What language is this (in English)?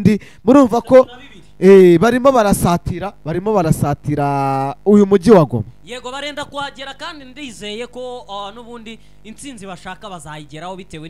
Kinyarwanda